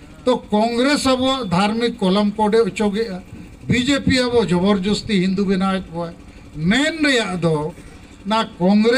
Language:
Santali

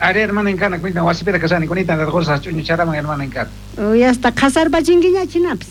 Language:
South Bolivian Quechua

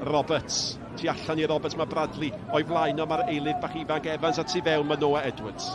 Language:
Welsh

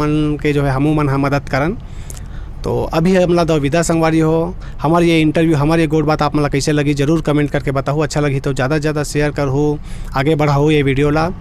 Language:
Chhattisgarhi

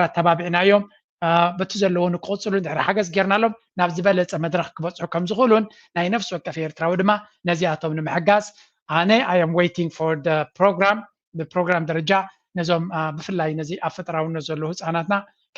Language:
Tigrinya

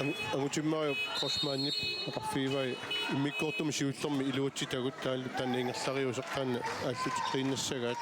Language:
Kalaallisut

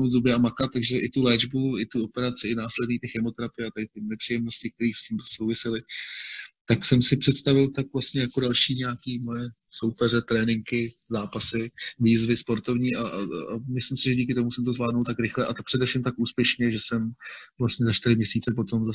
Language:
Czech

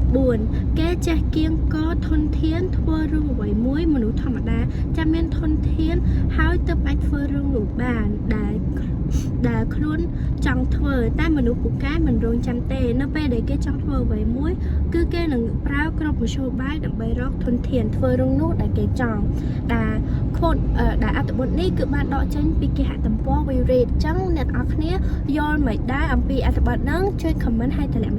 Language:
Khmer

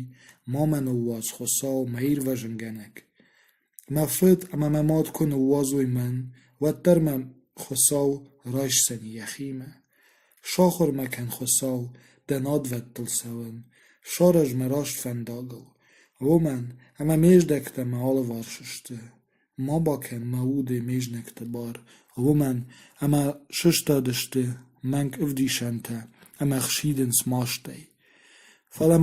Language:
Ossetic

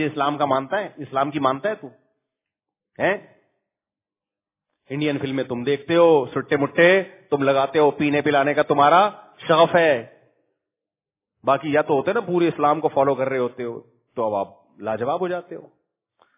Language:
Urdu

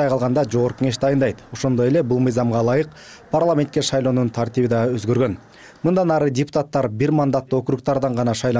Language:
Kyrgyz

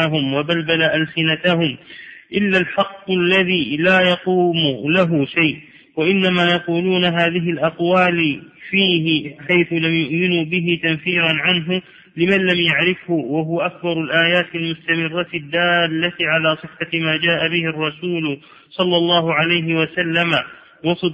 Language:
Arabic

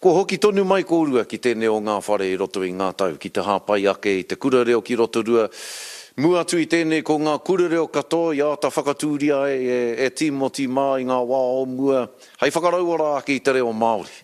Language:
Māori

